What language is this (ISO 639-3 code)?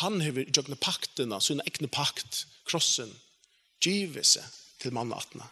fao